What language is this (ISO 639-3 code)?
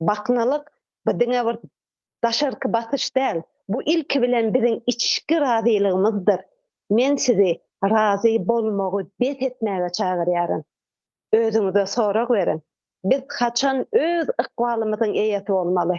tuk